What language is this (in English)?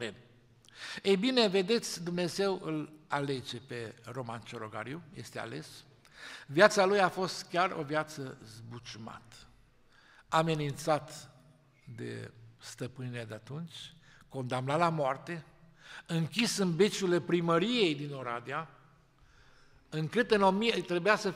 Romanian